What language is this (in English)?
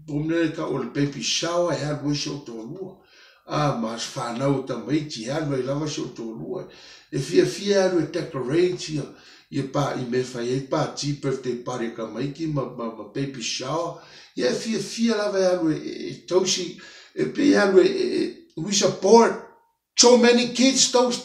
Samoan